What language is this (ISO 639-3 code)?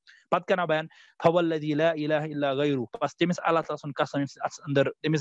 kas